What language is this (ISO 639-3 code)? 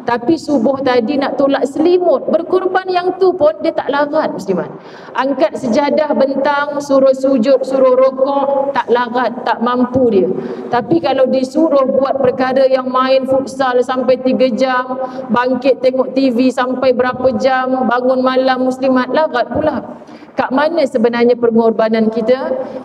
msa